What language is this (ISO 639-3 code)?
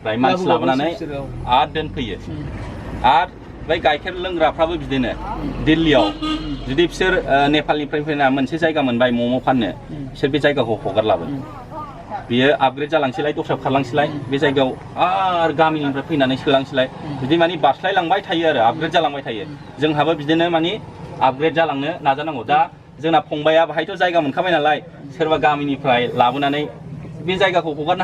brx